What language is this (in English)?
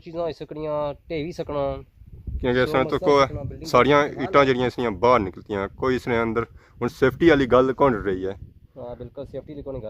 Pahari-Potwari